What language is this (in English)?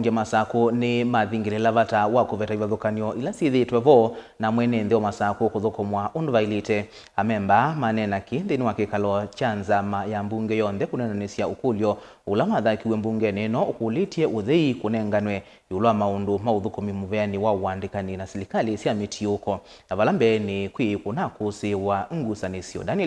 Kamba